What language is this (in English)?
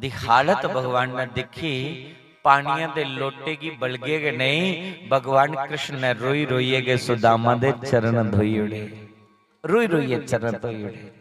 Dogri